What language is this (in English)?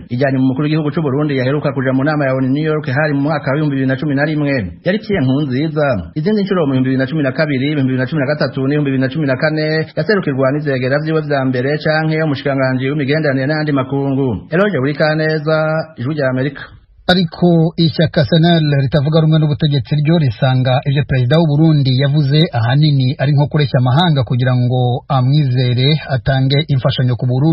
Rundi